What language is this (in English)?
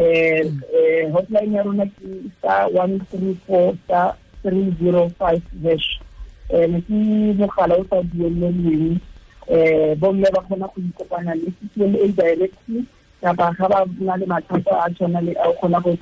Tswana